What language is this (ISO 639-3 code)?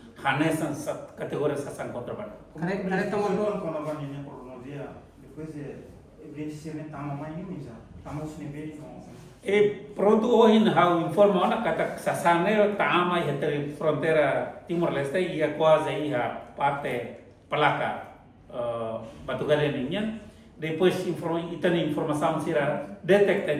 tet